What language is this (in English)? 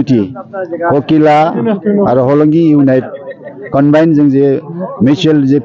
Bodo